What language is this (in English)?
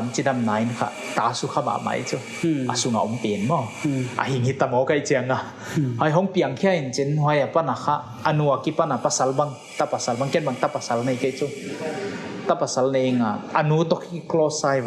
Paite Chin